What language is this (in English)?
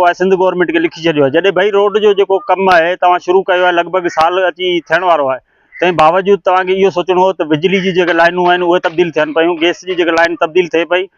Sindhi